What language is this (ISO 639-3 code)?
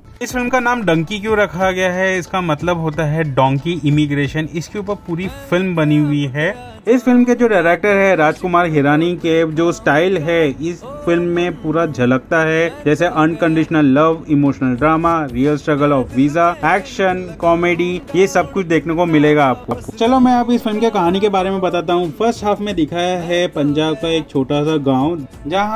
hin